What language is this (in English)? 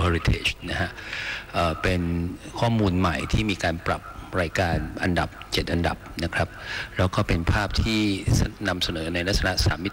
Thai